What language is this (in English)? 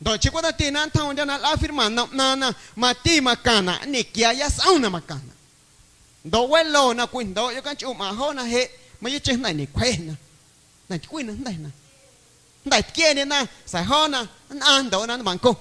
Guerrero Amuzgo